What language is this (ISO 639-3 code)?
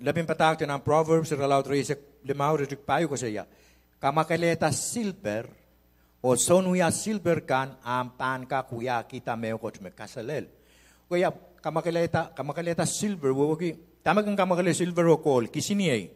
pon